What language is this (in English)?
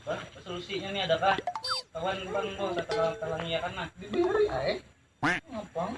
Banjar